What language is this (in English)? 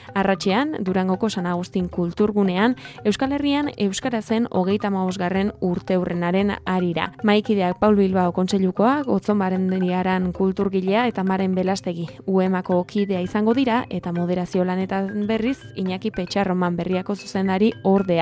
Basque